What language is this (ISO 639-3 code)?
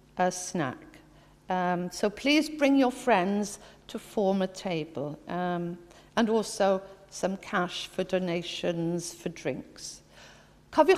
cym